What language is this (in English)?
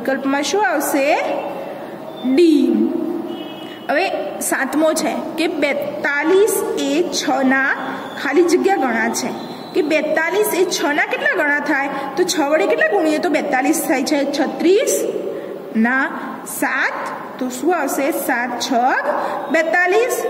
Gujarati